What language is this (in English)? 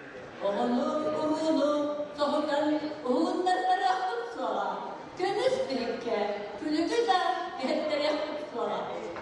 Yakut